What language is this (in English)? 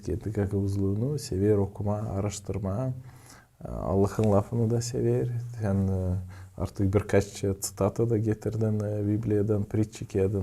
Gagauz